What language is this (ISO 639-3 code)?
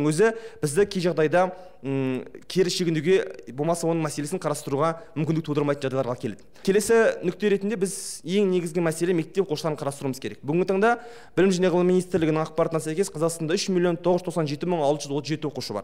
kaz